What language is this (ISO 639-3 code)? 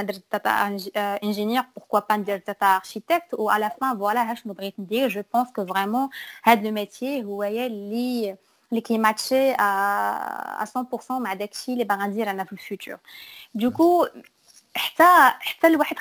ary